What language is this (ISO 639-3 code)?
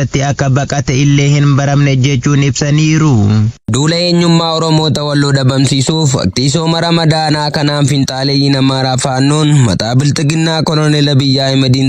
orm